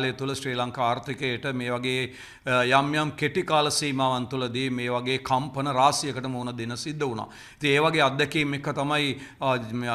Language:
Sinhala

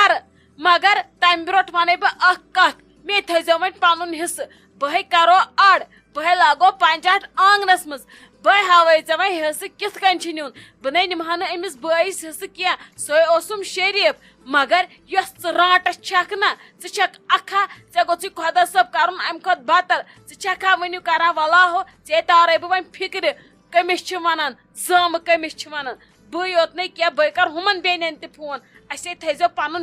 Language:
Kashmiri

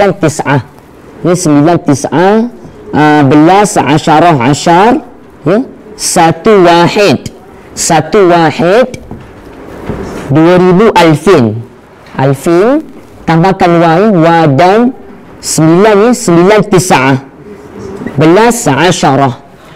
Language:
Malay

